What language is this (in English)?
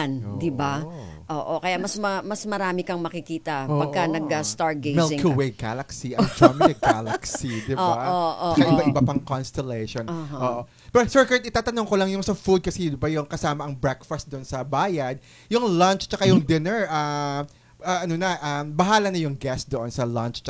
Filipino